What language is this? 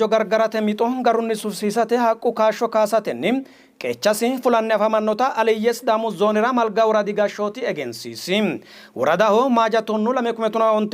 Sidamo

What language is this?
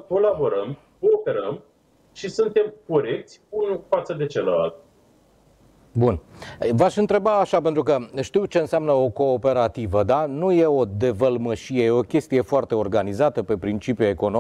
Romanian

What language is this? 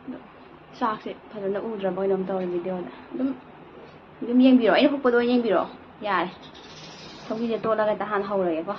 Manipuri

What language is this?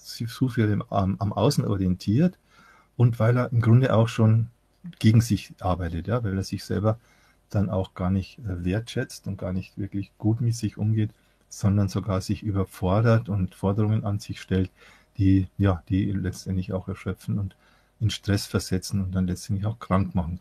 German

